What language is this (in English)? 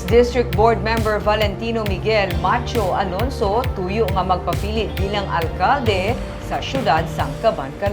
Hiligaynon